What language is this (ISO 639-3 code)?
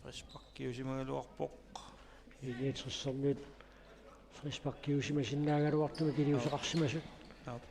kal